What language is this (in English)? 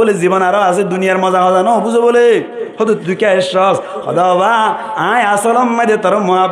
Rohingya